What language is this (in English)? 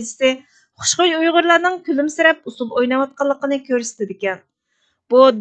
Uyghur